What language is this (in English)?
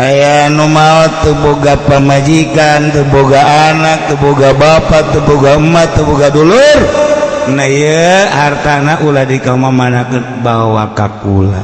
Sundanese